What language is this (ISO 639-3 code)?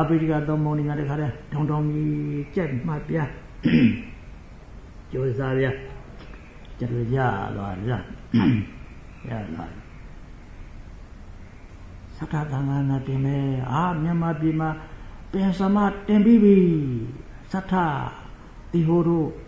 mya